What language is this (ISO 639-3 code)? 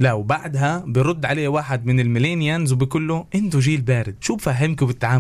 apc